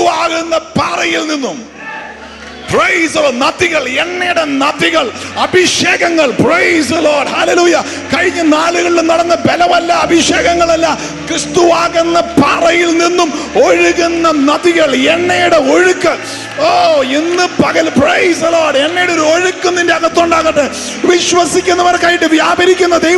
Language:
Malayalam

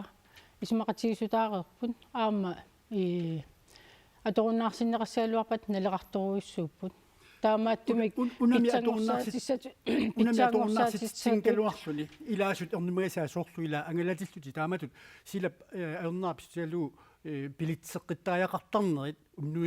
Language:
Kalaallisut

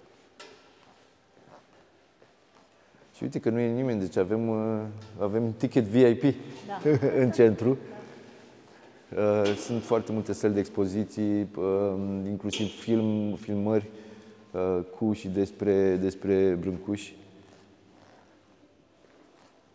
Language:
Romanian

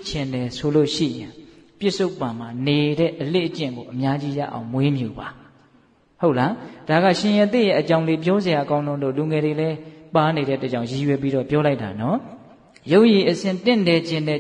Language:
Burmese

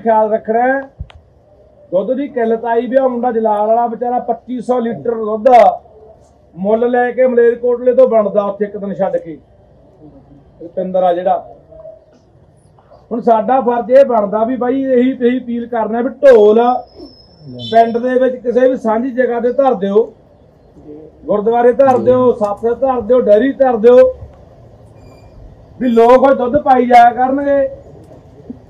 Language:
Punjabi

